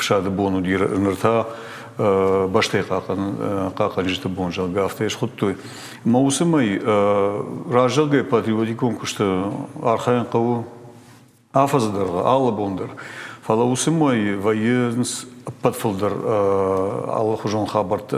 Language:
Ossetic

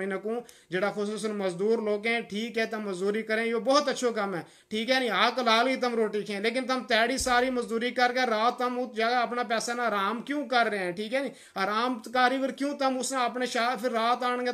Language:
Gujari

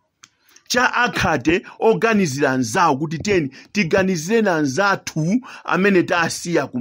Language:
Nyanja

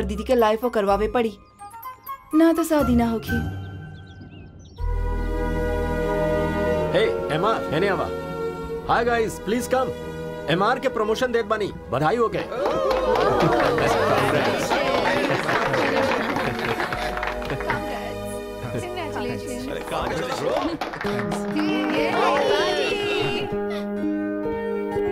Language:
Bhojpuri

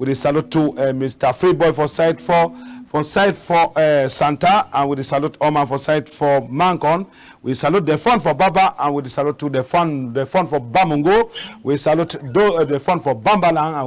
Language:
Cameroon Pidgin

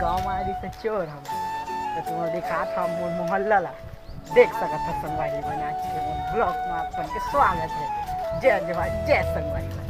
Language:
Chhattisgarhi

